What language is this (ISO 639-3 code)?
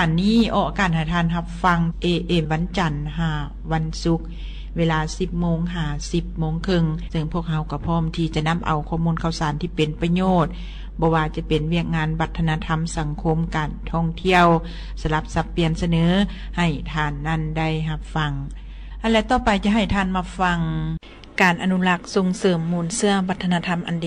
lao